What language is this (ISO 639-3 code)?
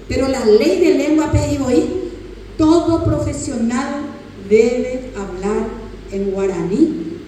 grn